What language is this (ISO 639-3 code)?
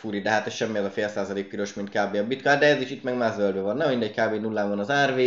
hun